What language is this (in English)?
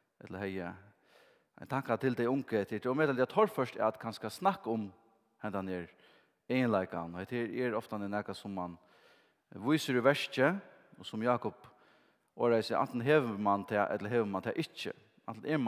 Faroese